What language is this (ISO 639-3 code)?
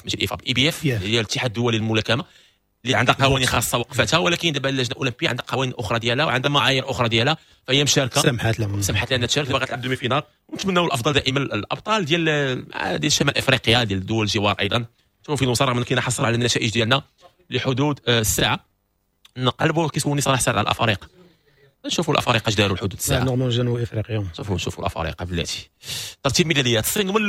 ary